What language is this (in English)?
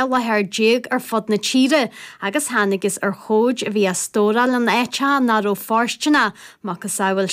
Irish